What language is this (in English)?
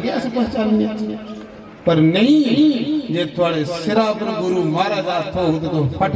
Dogri